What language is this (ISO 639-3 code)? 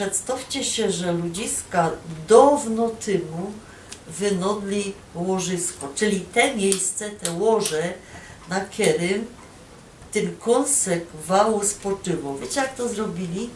szl